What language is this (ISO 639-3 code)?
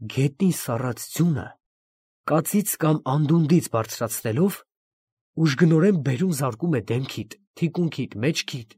hye